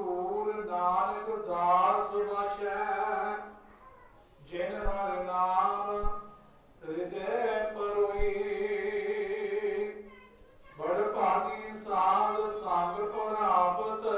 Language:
Punjabi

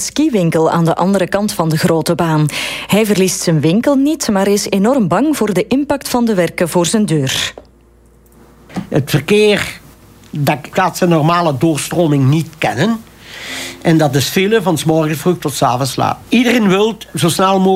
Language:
Dutch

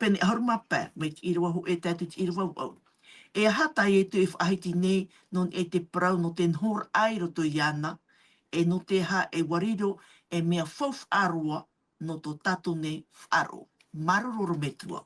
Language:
Tahitian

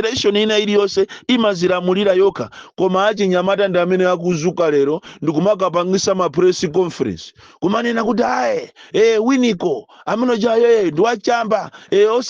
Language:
Nyanja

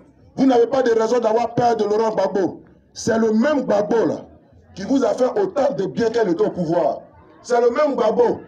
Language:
French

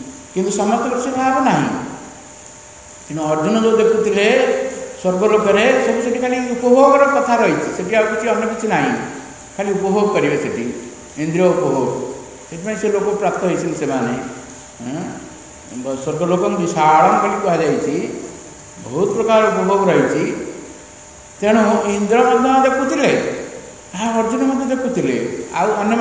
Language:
Odia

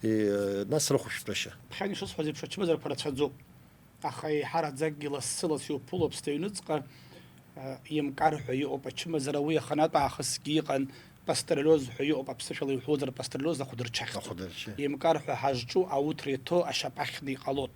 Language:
Abkhazian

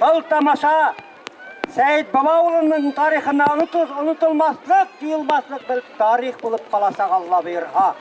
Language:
Bashkir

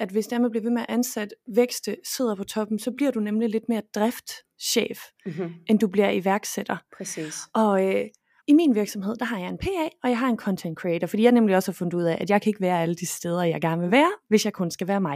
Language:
Danish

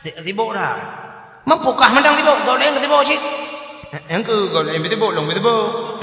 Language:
Achinese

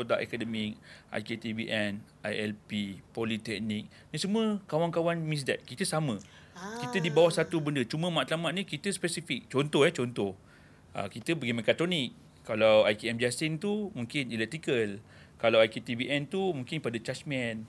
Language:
Malay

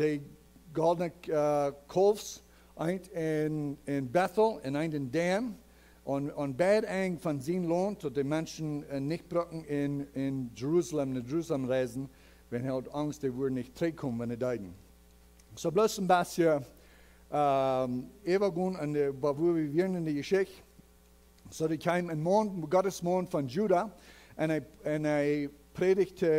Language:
Plautdietsch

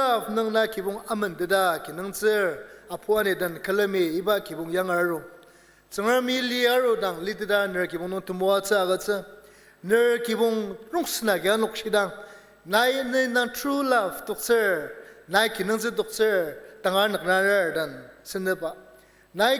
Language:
Ao Naga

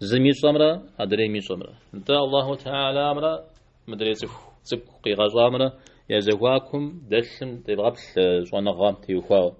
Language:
Kabardian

